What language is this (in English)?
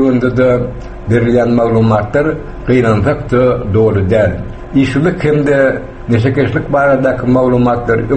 Turkmen